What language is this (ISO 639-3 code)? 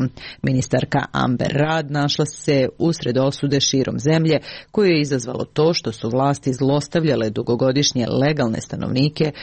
srp